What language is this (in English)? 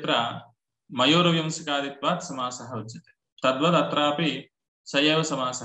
Sanskrit